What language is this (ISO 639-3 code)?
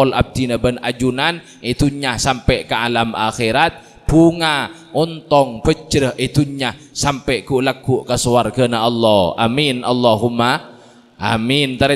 mad